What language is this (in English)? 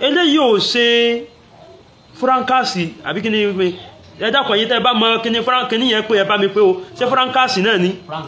Yoruba